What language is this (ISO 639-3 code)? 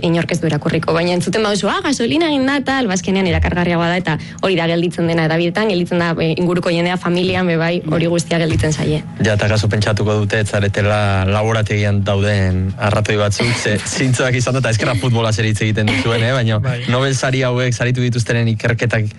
eus